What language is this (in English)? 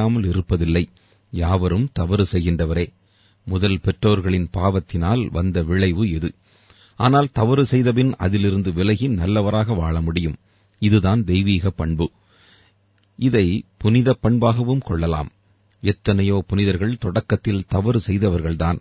Tamil